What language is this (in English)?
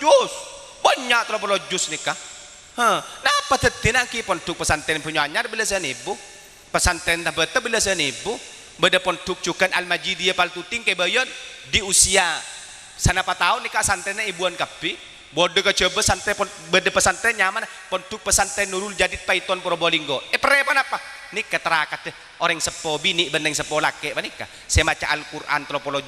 Madurese